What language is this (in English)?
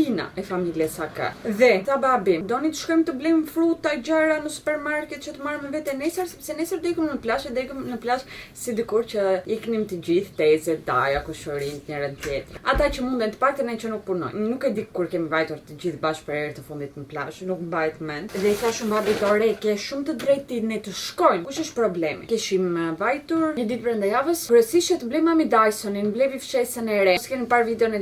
Albanian